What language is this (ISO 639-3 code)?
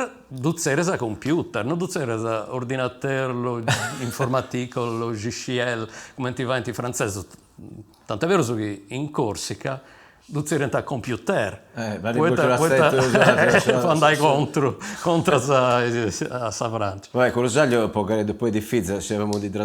srd